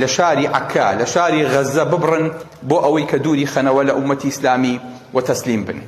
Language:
Central Kurdish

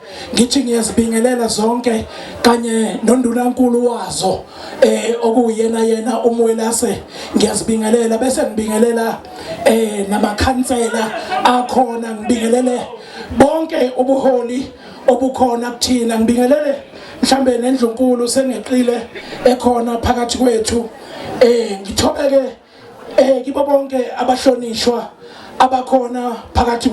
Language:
Zulu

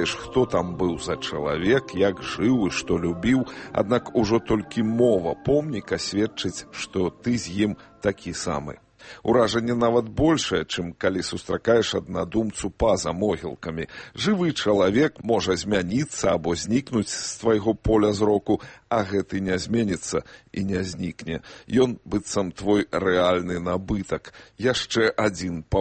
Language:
Belarusian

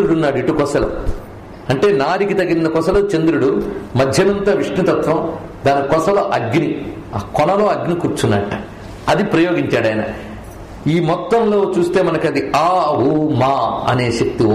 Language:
Telugu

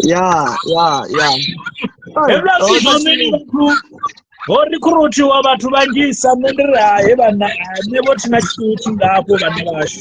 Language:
Venda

